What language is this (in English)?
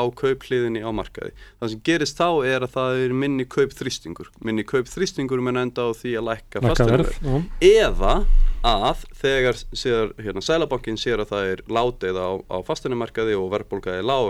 Icelandic